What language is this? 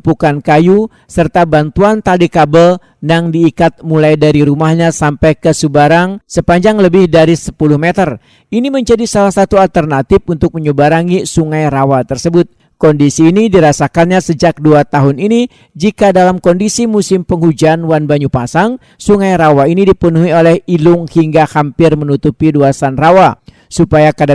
Banjar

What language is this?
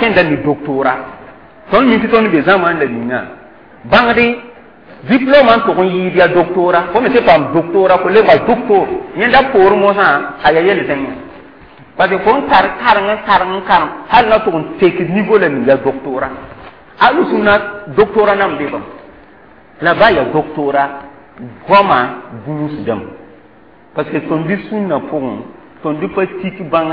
Mossi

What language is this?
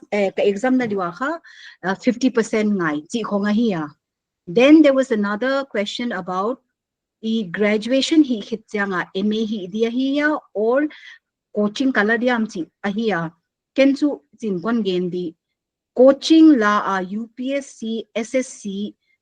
Paite Chin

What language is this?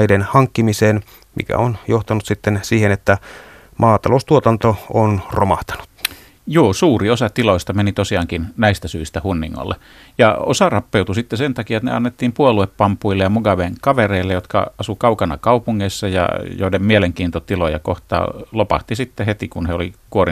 Finnish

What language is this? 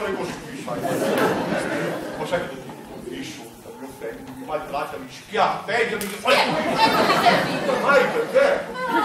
Italian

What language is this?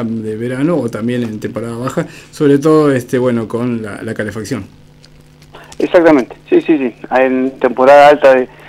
Spanish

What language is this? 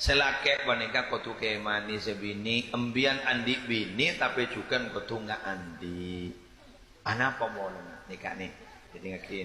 Madurese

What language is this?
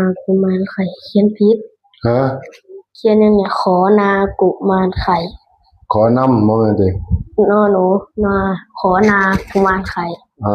Northeastern Thai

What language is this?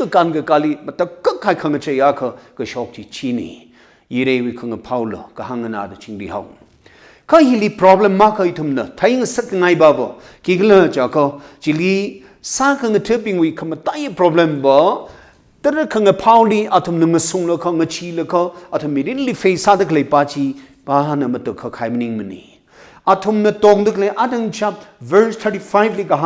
Tangkhul Naga (India)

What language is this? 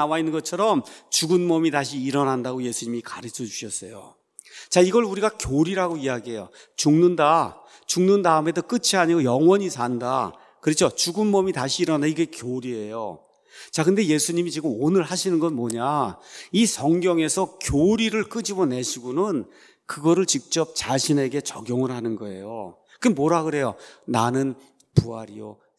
Korean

